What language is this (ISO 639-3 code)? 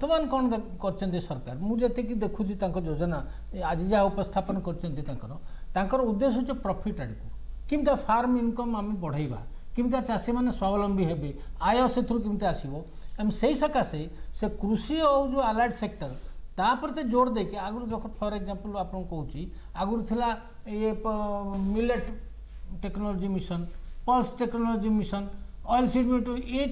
ori